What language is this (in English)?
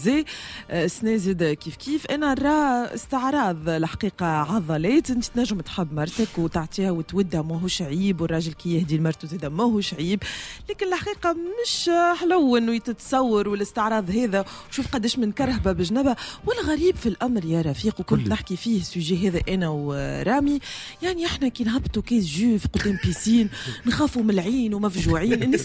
Tunisian Arabic